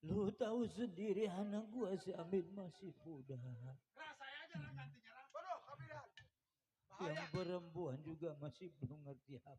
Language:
Betawi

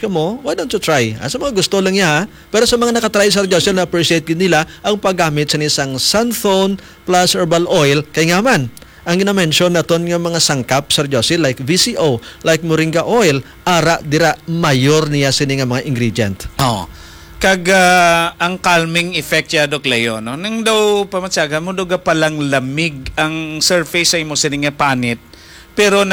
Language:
Hiligaynon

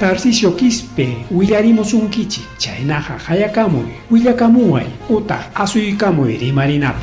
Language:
Ayacucho Quechua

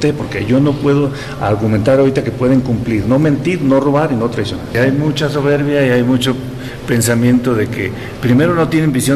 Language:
Spanish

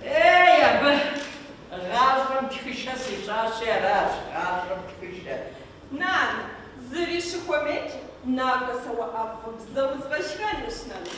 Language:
Kabardian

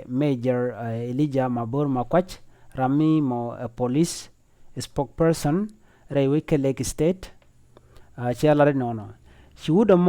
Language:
Nuer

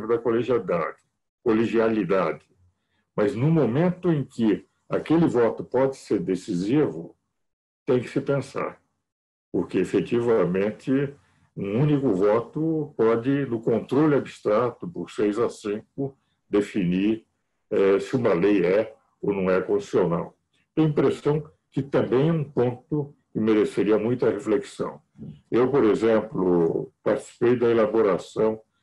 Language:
Portuguese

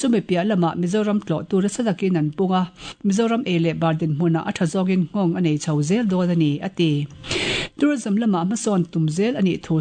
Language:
Mizo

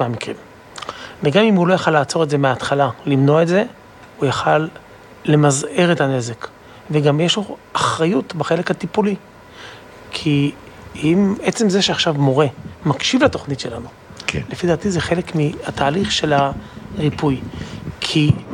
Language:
Hebrew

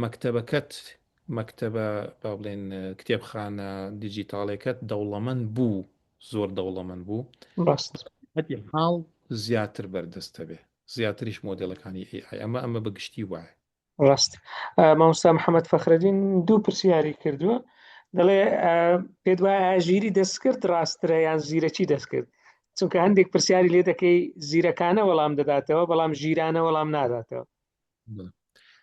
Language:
Central Kurdish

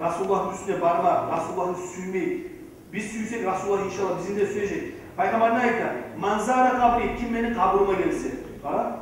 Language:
Kumyk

